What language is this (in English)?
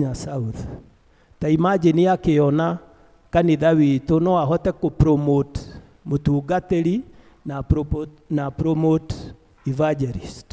Kikuyu